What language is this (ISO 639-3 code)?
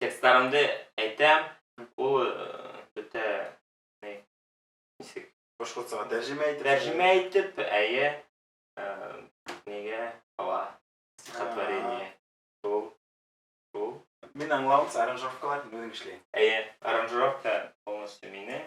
bak